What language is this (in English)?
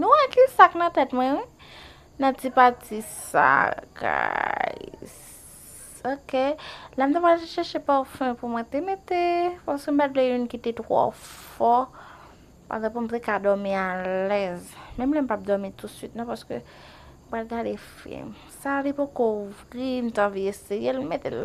Haitian Creole